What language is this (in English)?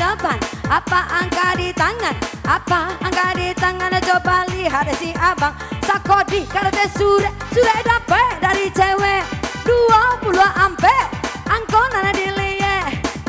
Minangkabau